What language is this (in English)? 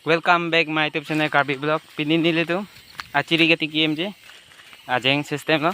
Karbi